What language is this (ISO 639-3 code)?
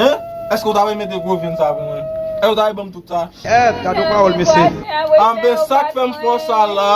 hat